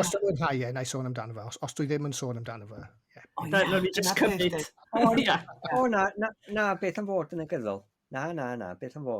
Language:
Welsh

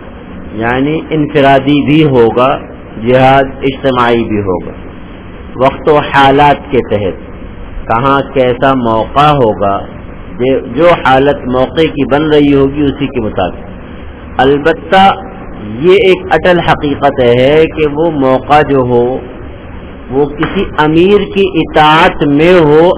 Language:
Urdu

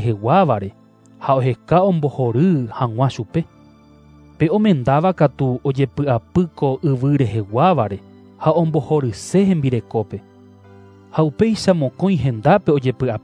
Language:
Guarani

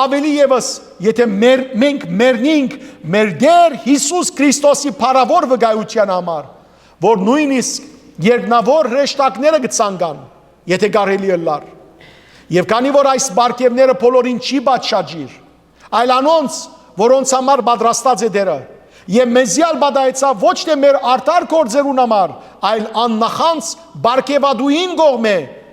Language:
Western Armenian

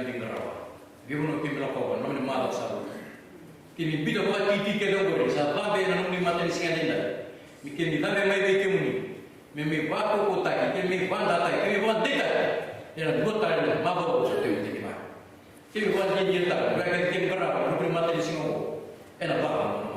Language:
Fijian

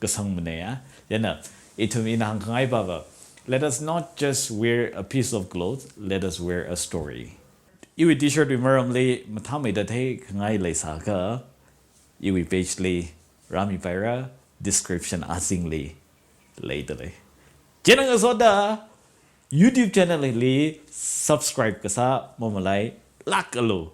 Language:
Tangkhul Naga (India)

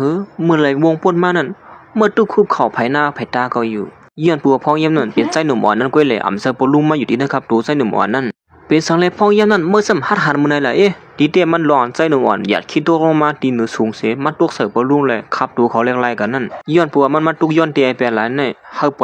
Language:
Shan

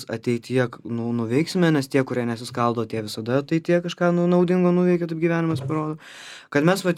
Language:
Lithuanian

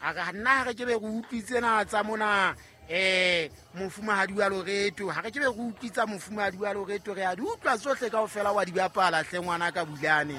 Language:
Southern Sotho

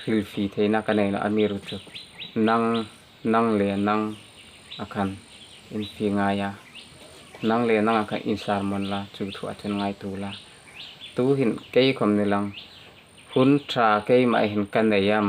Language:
Hmar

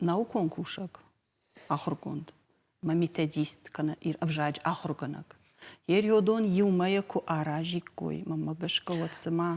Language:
Ossetic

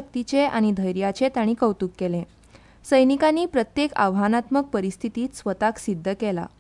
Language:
Konkani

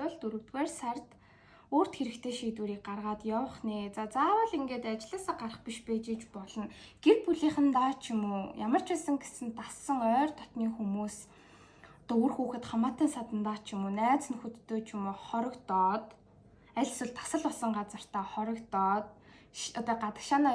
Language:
Mongolian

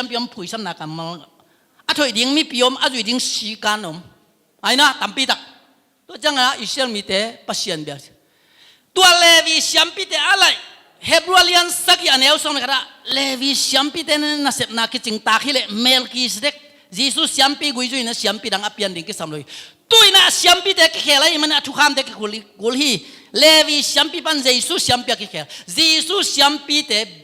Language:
Tedim Chin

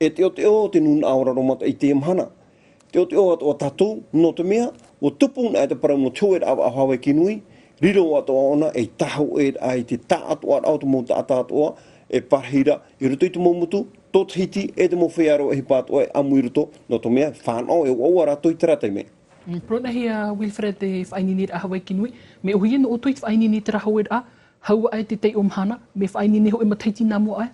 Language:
Tahitian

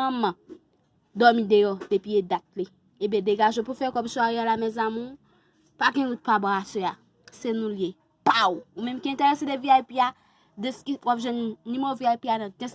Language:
Haitian Creole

